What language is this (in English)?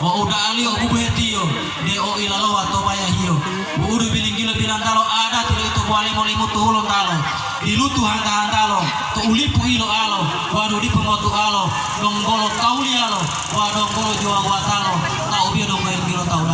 Gorontalo